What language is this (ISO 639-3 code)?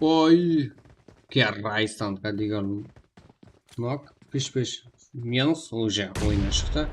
kaa